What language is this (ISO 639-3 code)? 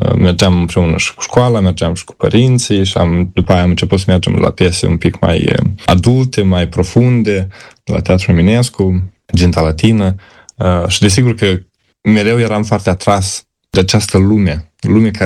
ron